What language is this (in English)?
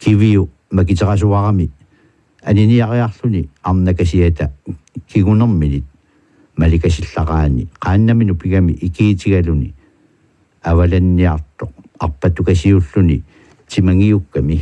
Kalaallisut